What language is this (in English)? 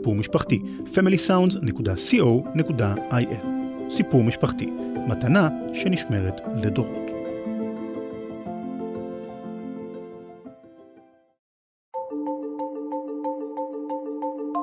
Hebrew